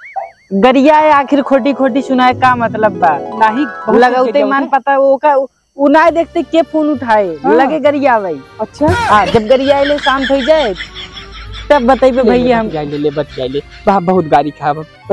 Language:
Awadhi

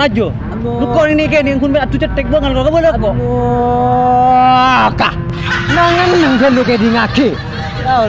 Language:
Madurese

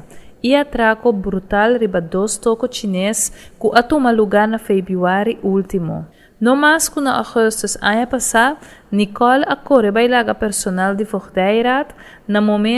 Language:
Papiamento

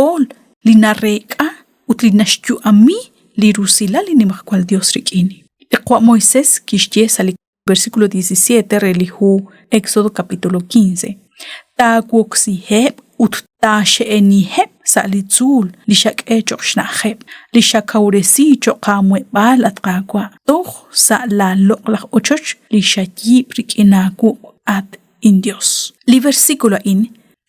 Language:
Kekchí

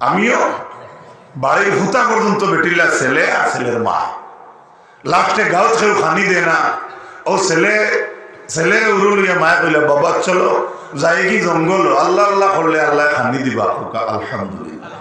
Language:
Sylheti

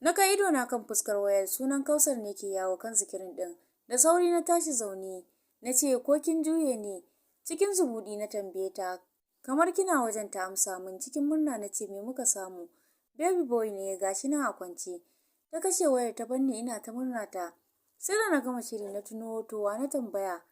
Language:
Hausa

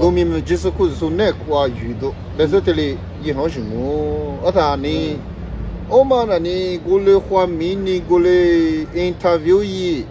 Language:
Lisu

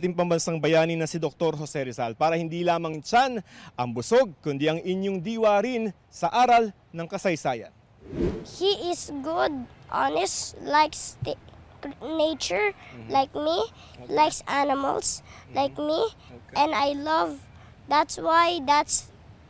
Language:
Filipino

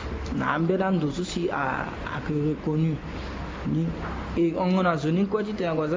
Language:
Sango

